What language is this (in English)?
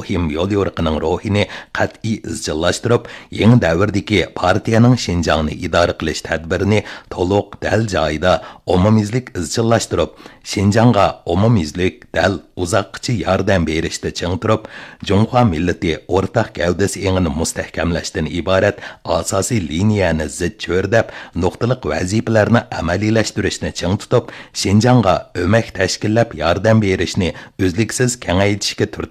Uyghur